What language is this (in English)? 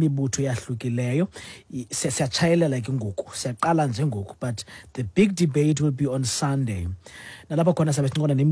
Xhosa